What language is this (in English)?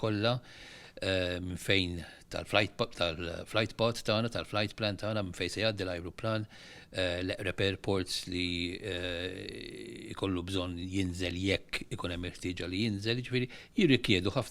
Maltese